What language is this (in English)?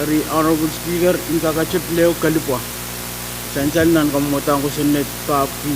Pohnpeian